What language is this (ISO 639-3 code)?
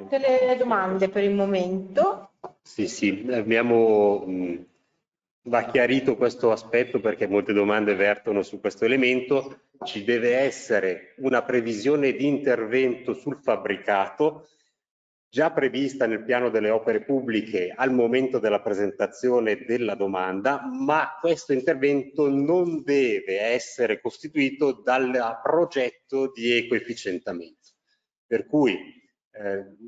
ita